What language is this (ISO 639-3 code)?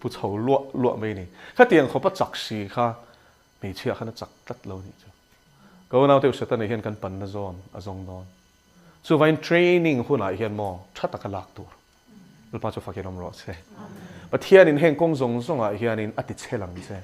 lus